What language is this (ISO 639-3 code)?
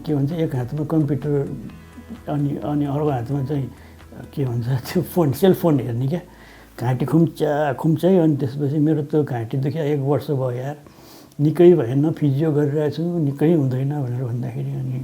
nep